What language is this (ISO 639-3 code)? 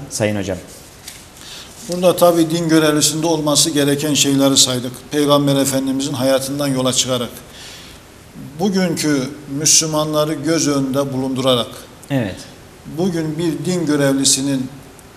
tur